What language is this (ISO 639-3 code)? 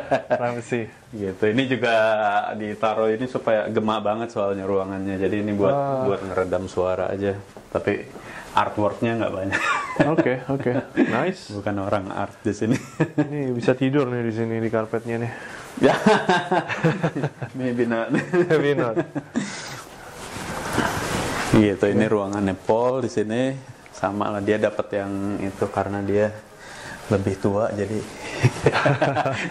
ind